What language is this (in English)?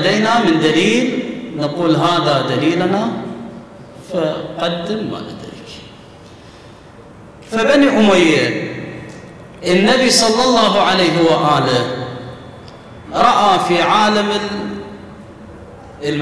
Arabic